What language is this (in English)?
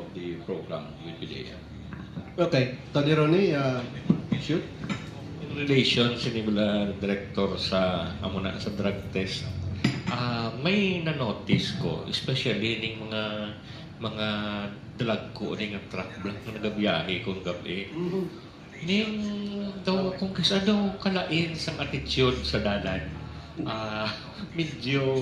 Hiligaynon